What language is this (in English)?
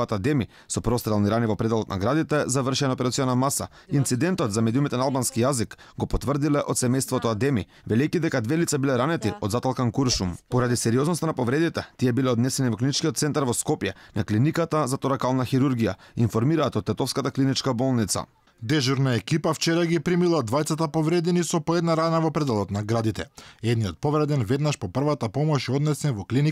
Macedonian